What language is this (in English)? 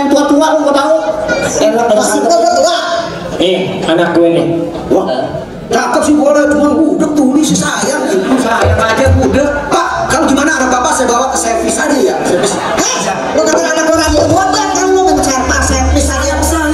Betawi